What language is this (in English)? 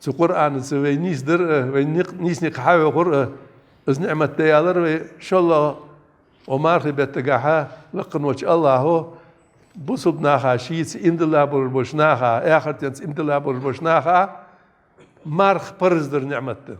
Ingush